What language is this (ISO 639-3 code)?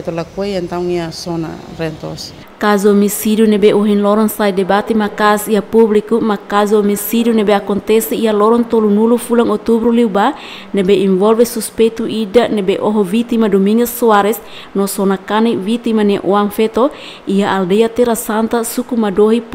tet